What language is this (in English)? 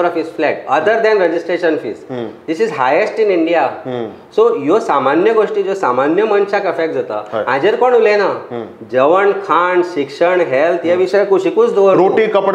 Konkani